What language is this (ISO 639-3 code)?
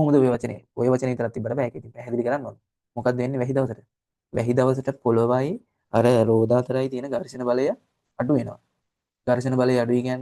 sin